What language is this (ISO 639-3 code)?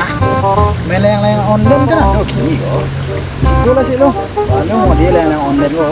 min